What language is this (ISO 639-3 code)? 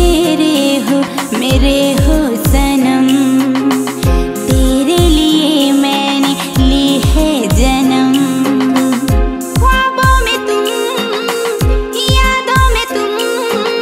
hne